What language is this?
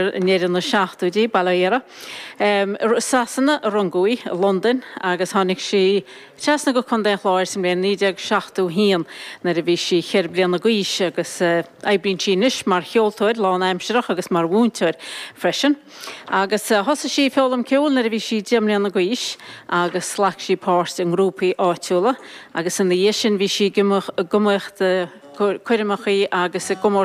Irish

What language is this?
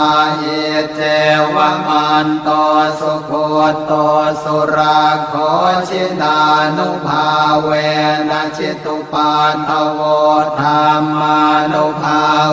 Pali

